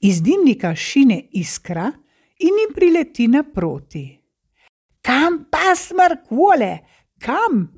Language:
Slovenian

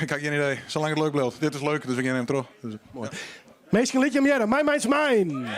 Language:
Western Frisian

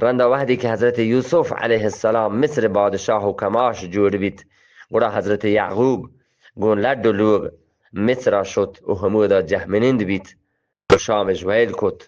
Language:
Eastern Balochi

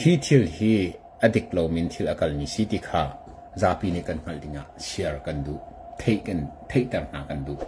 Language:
Hakha Chin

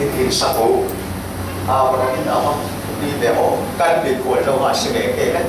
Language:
Falam Chin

